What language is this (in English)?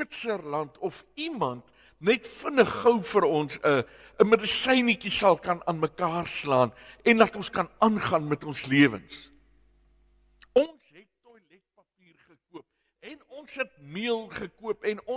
Afrikaans